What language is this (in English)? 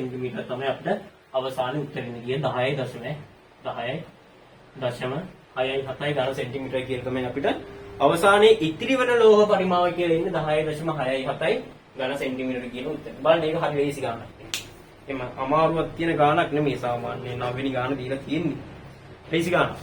Sinhala